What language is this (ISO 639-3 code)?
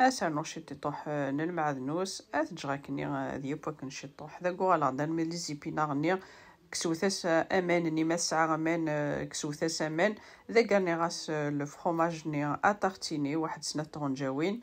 kab